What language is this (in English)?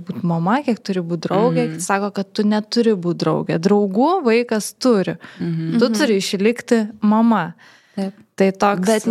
Lithuanian